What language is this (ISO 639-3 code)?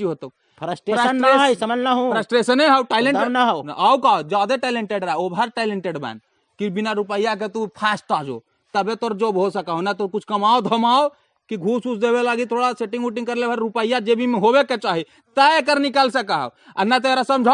mag